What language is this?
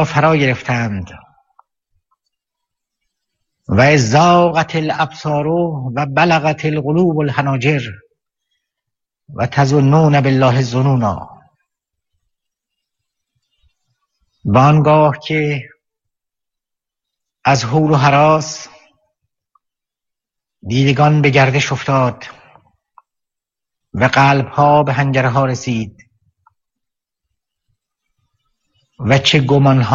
Persian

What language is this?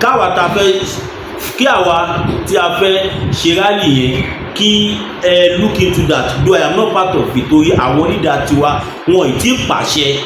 Yoruba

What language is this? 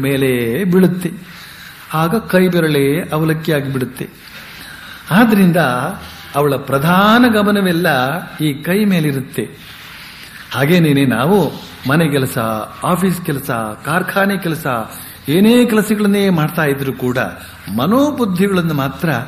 Kannada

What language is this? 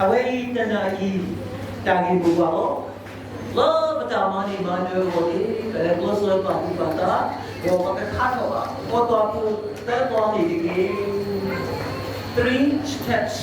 S'gaw Karen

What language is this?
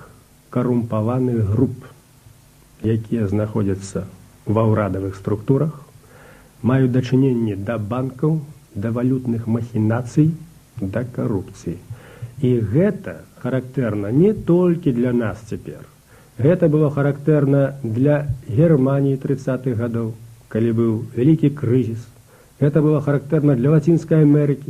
Belarusian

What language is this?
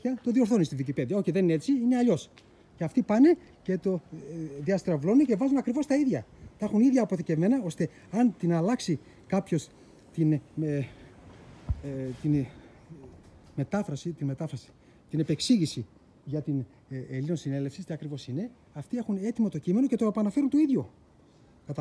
Greek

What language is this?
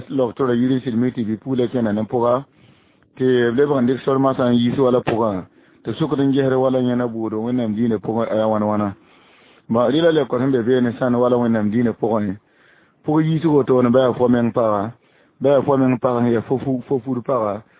Mossi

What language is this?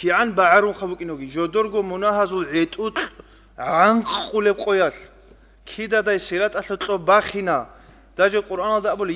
Avaric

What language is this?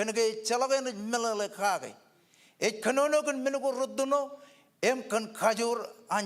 Marshallese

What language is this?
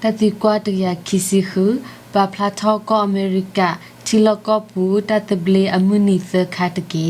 S'gaw Karen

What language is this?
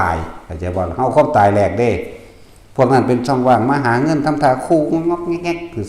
Northeastern Thai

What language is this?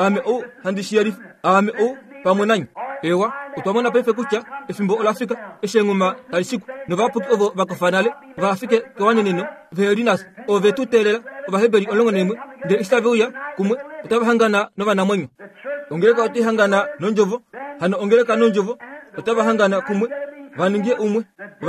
Kuanyama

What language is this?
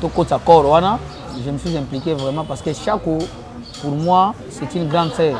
Lingala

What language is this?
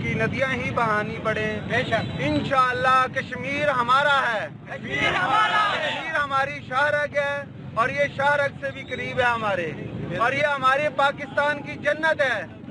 Urdu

